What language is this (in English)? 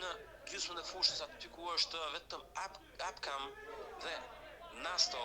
Albanian